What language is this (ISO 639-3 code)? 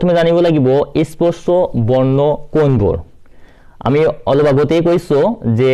asm